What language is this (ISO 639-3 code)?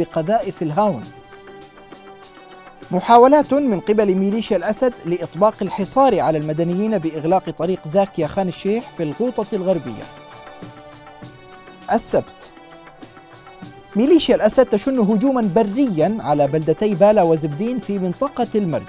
ara